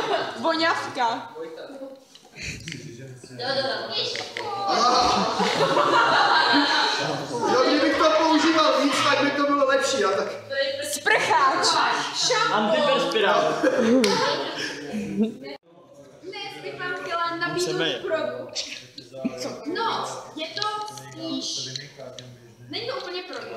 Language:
Czech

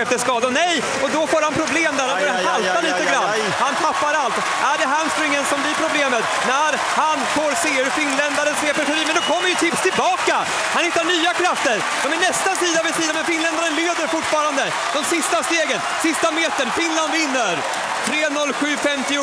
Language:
Swedish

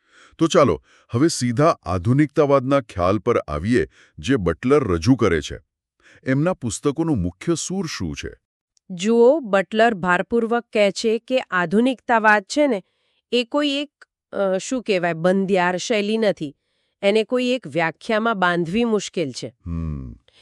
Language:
Gujarati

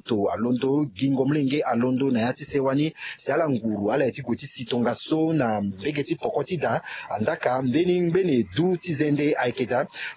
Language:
Sango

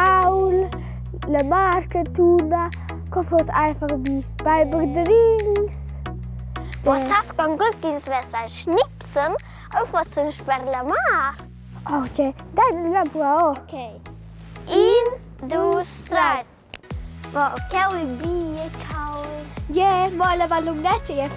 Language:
Romansh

